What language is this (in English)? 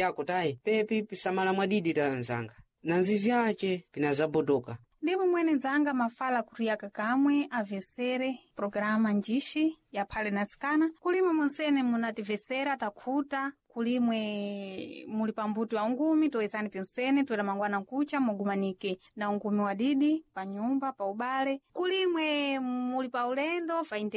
Sena